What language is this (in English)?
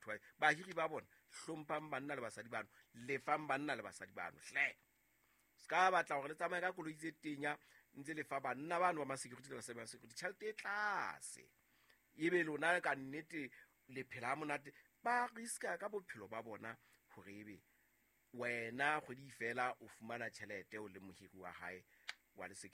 Southern Sotho